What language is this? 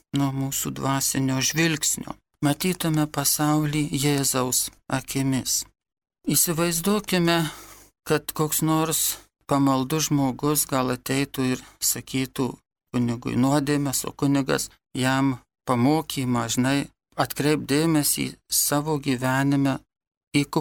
Lithuanian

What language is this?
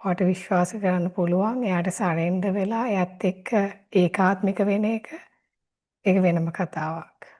Sinhala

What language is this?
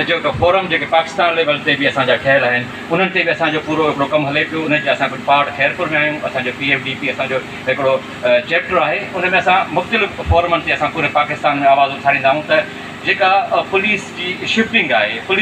Sindhi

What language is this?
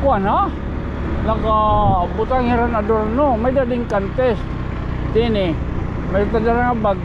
Waray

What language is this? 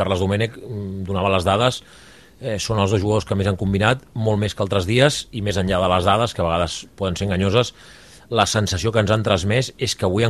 Catalan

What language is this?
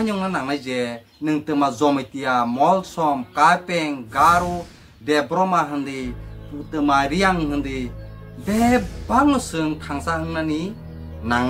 Kok Borok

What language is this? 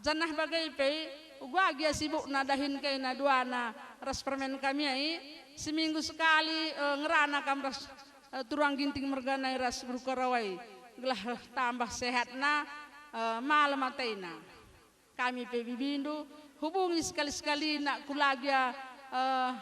Batak Karo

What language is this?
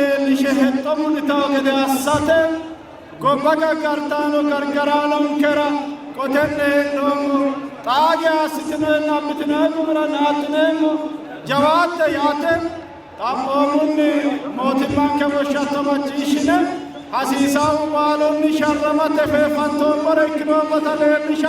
Sidamo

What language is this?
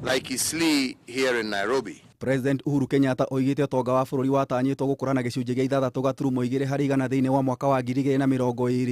Kikuyu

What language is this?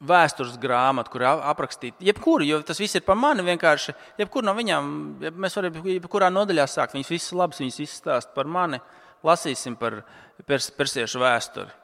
Latvian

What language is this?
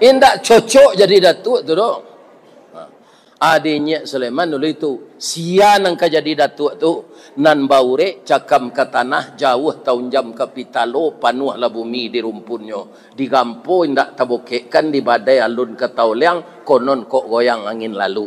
Minangkabau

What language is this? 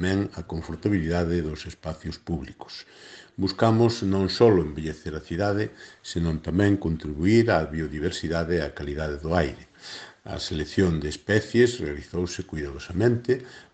Galician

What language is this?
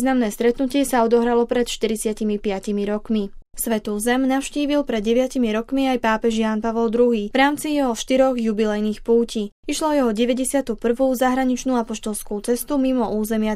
Slovak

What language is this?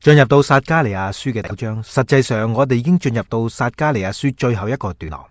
Cantonese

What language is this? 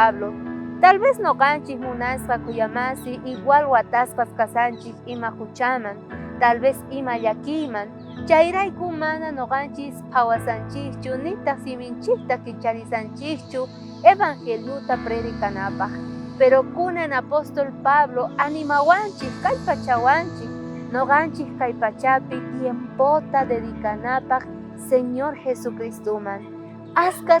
South Bolivian Quechua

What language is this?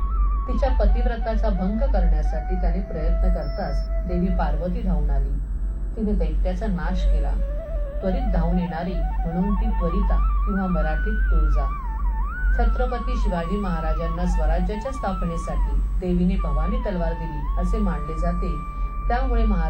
Marathi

